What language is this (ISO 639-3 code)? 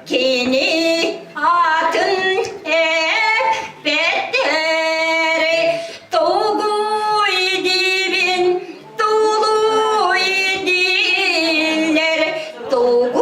sah